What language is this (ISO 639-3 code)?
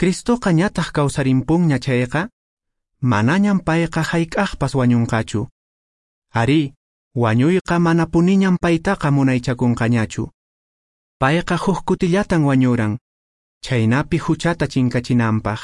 que